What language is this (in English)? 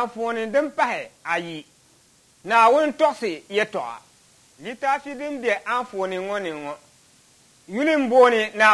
Dagbani